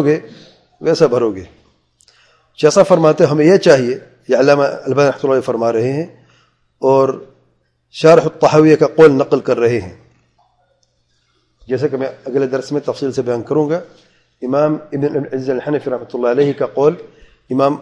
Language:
Urdu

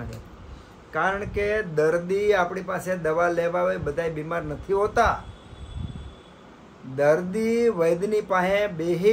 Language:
Gujarati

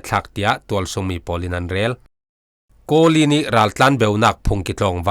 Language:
Falam Chin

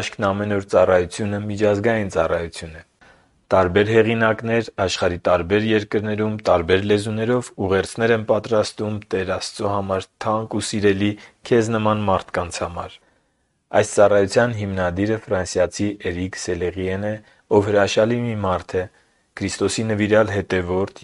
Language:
Armenian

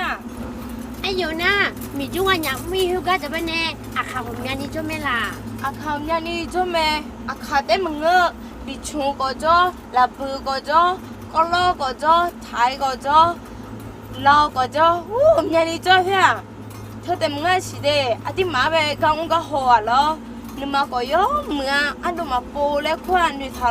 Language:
Akha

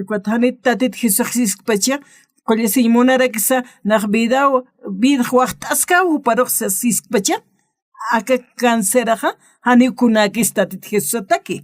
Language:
Aymara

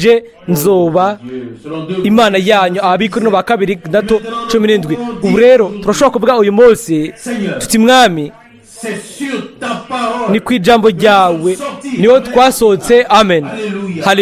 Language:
Rundi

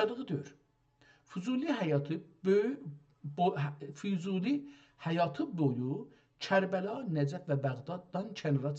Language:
South Azerbaijani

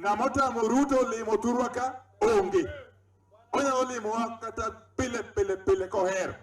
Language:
Luo (Kenya and Tanzania)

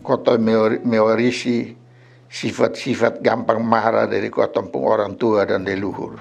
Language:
Kupang Malay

